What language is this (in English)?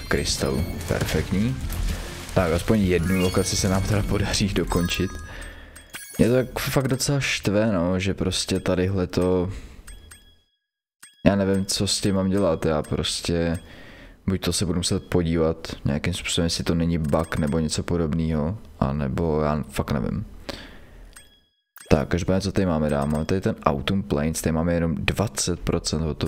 Czech